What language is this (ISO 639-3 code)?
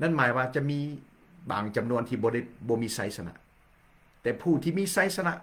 lao